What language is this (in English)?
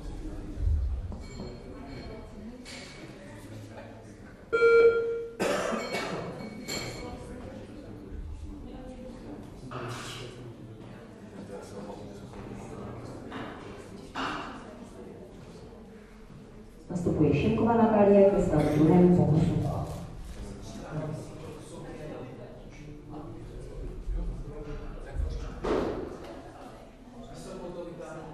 Czech